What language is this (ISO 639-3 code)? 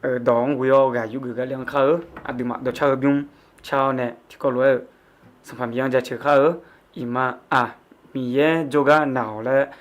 ahk